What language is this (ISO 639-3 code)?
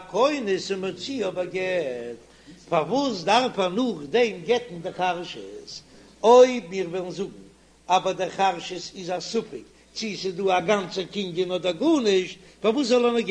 yid